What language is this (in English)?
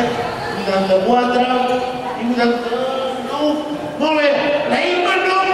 Catalan